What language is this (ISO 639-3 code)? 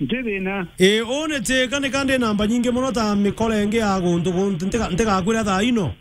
mer